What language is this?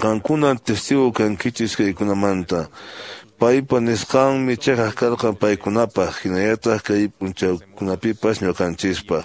Quechua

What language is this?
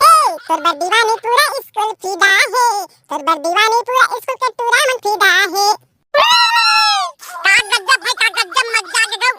Chhattisgarhi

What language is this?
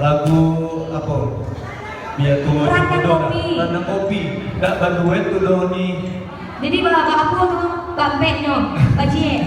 Minangkabau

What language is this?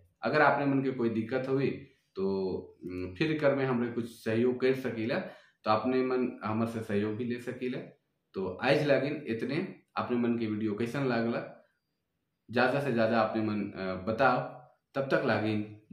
Sadri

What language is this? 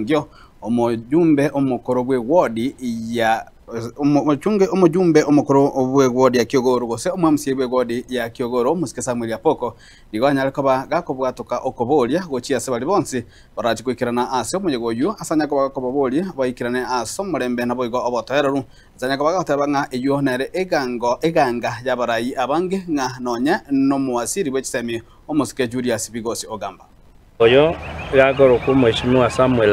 Gusii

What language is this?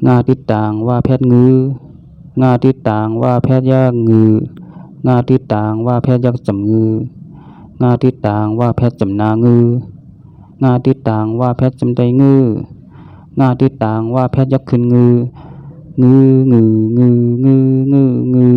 Shan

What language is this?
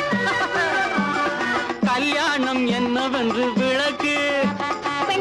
Tamil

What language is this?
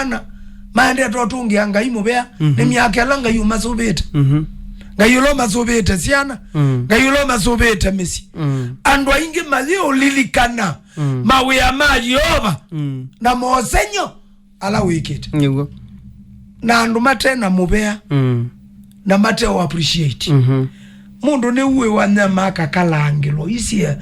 Kamba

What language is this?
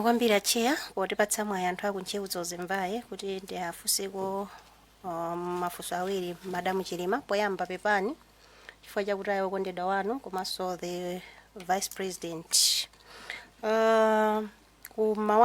Nyanja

